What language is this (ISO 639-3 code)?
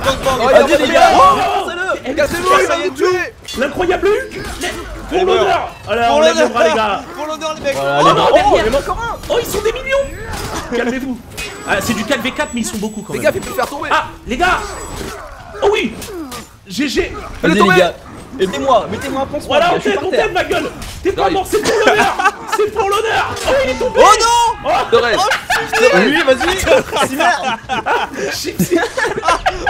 fra